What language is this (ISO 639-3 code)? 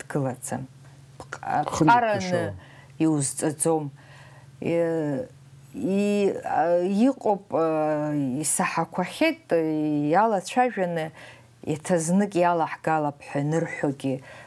abk